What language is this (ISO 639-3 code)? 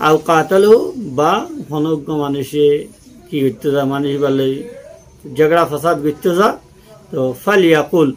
rhg